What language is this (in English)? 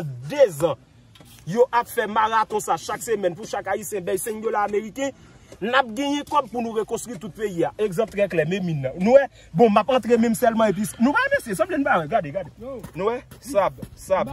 Haitian Creole